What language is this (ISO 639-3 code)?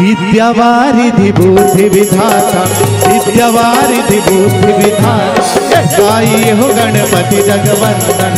hne